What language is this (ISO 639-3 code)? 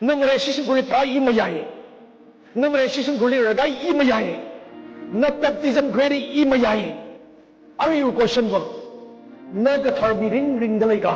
nmf